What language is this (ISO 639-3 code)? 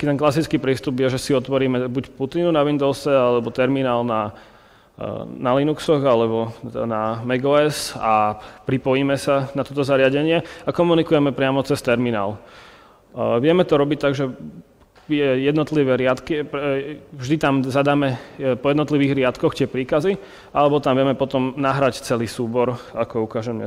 slk